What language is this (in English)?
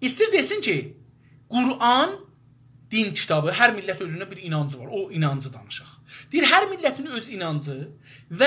South Azerbaijani